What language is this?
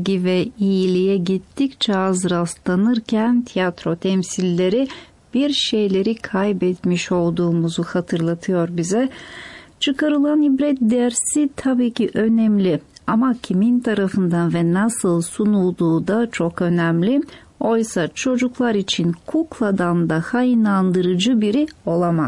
Turkish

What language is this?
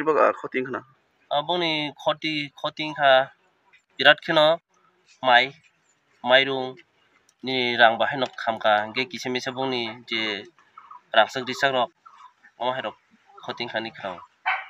Kok Borok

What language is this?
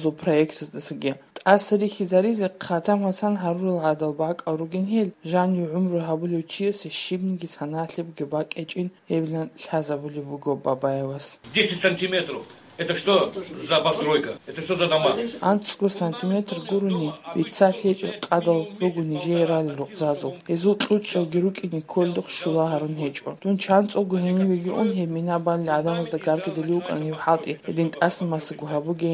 Avaric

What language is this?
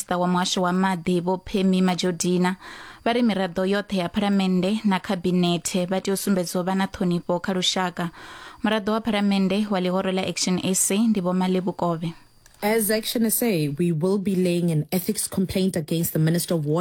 Venda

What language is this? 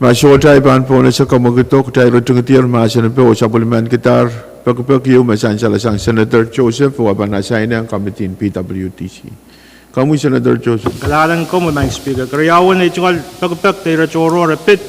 Pohnpeian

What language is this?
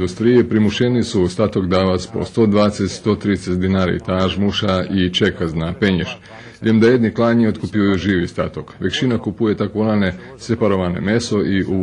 Rusyn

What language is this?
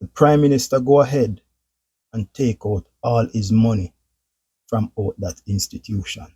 Jamaican Creole English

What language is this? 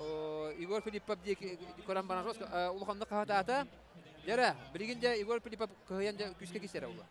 Yakut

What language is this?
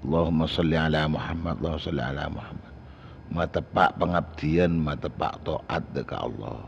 Madurese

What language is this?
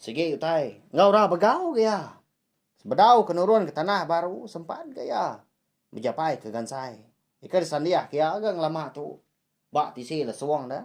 Iban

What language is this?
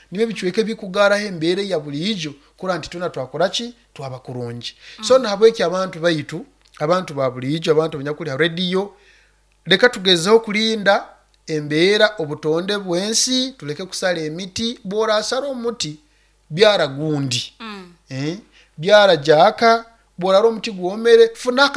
Nyoro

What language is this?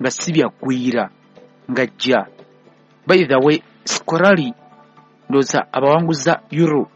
Ganda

